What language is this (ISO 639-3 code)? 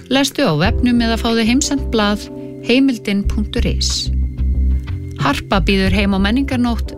isl